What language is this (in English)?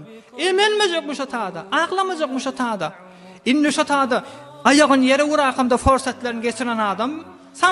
Turkmen